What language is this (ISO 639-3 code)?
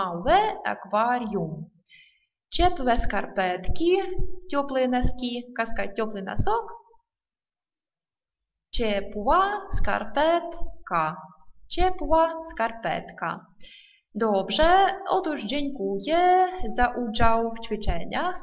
pol